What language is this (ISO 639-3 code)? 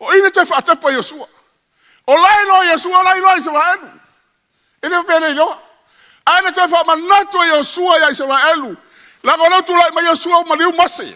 smo